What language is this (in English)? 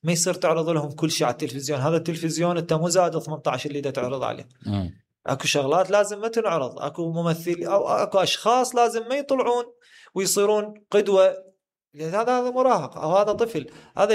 Mesopotamian Arabic